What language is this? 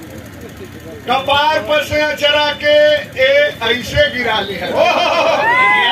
Bhojpuri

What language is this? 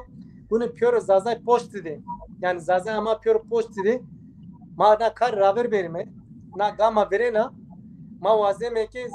Zaza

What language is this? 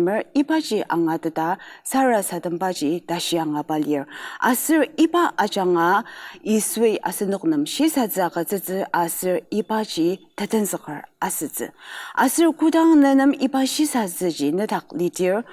Ao Naga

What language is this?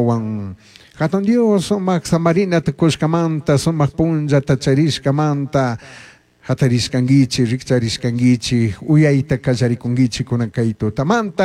Chimborazo Highland Quichua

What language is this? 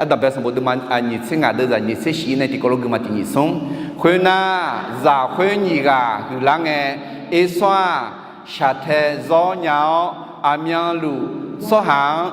Akha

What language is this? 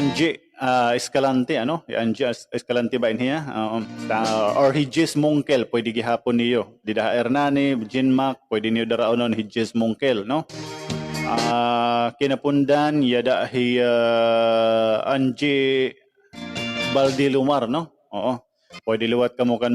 Waray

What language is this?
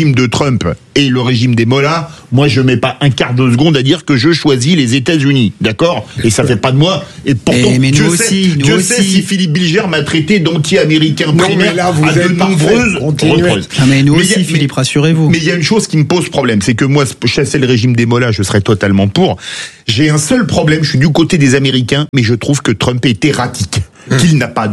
French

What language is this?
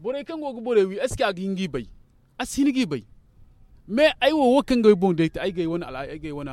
Zarma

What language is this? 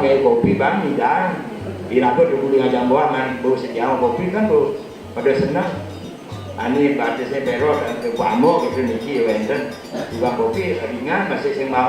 Balinese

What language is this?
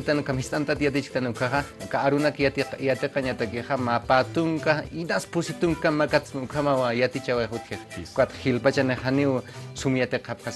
Aymara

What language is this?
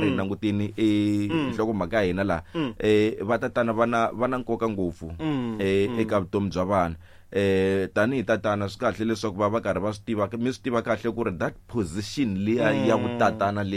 Tsonga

